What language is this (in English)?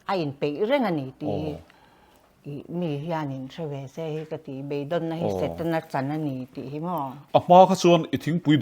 Mizo